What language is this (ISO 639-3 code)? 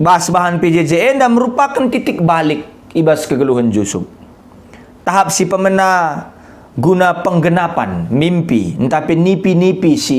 btx